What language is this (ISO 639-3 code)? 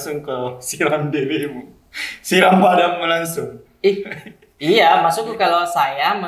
mfp